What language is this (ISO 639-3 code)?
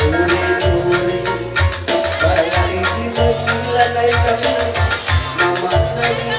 btx